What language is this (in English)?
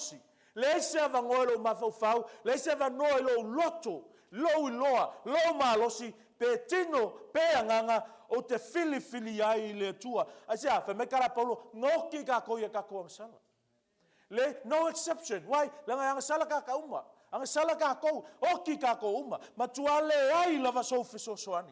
Samoan